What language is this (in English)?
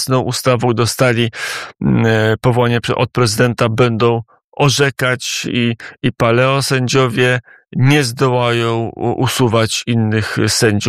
Polish